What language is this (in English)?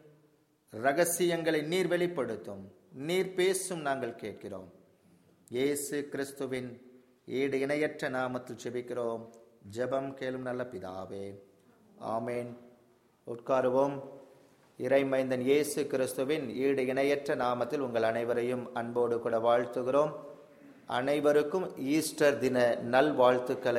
Tamil